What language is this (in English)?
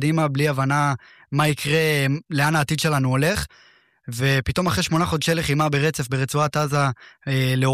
Hebrew